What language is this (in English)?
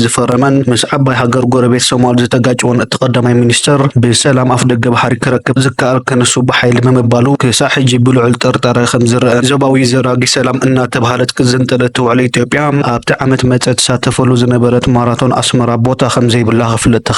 Tigrinya